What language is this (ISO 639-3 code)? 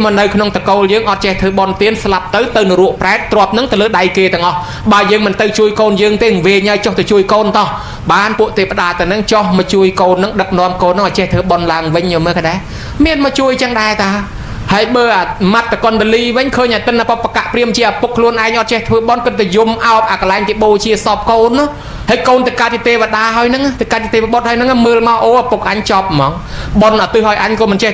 khm